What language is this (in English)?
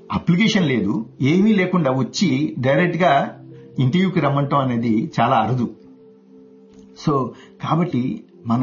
Telugu